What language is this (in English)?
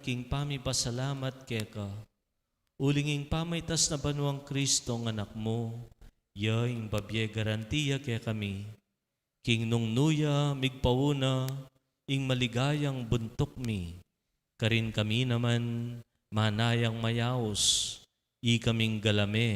Pampanga